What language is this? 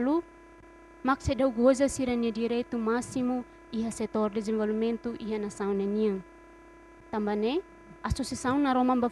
Tetum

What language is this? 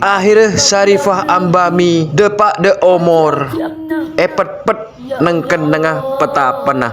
Madurese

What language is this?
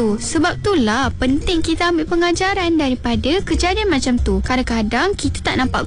Malay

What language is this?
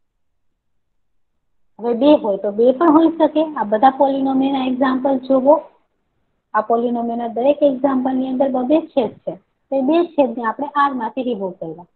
Gujarati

